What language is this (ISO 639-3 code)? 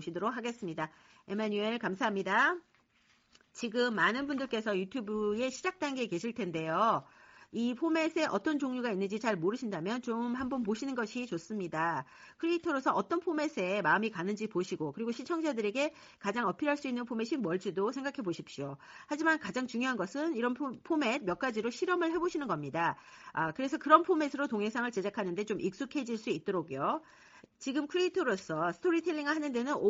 kor